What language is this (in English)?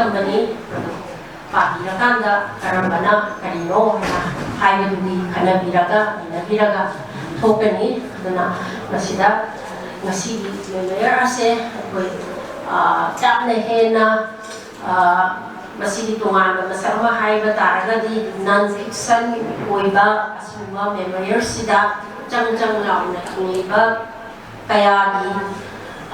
Manipuri